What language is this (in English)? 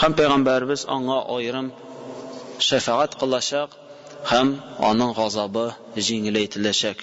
Tatar